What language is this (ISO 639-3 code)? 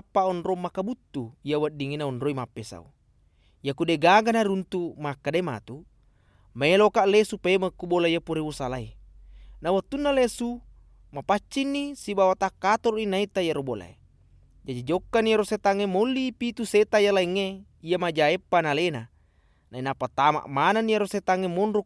bug